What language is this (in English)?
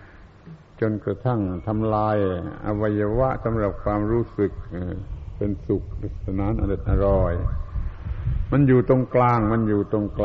Thai